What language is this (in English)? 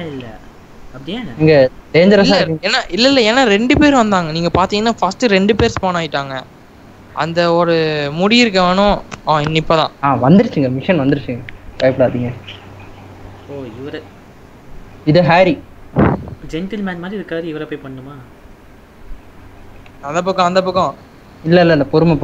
Tamil